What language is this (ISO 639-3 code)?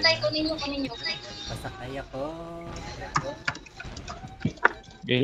fil